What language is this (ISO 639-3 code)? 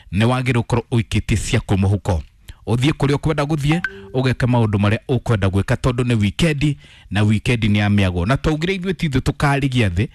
kik